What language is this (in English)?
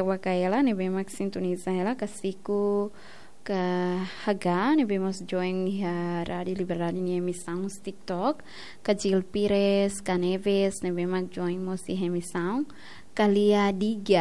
Tetum